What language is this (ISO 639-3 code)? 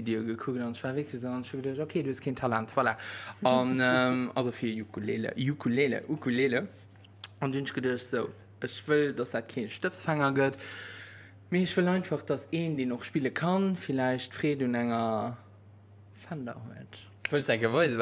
ltz